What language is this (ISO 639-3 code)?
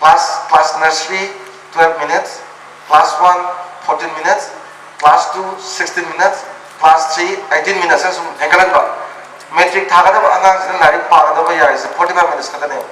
mni